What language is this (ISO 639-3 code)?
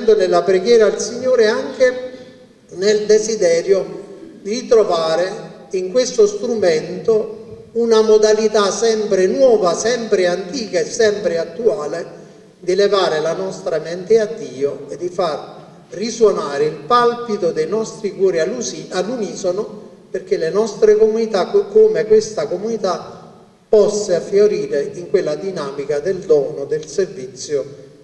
ita